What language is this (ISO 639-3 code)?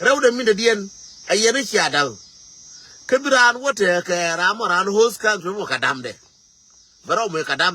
nus